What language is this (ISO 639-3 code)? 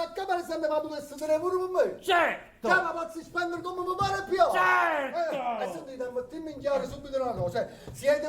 nap